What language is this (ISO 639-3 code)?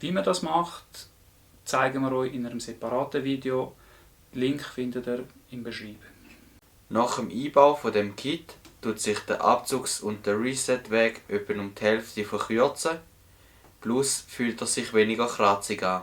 gsw